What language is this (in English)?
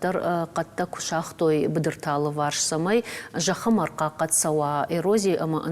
Ossetic